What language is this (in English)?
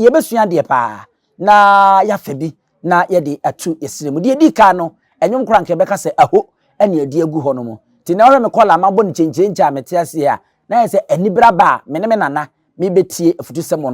Akan